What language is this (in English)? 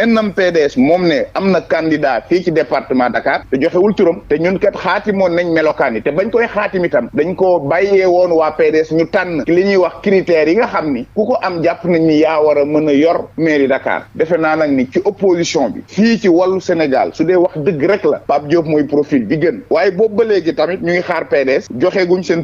Wolof